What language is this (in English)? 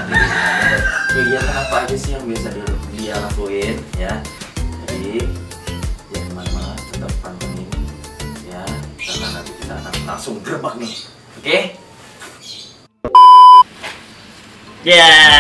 Indonesian